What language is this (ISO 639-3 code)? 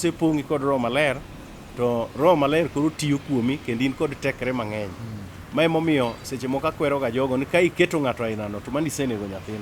luo